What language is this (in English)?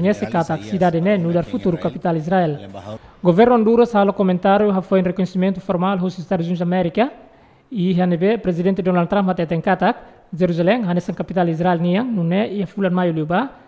Tetum